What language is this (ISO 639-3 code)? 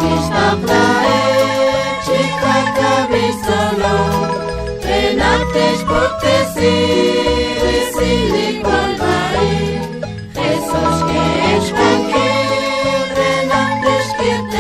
kek